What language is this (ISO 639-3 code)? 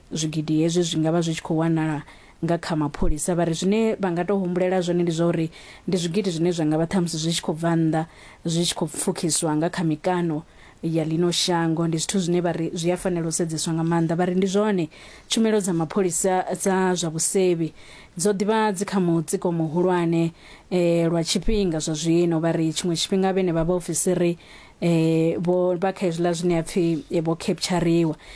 ven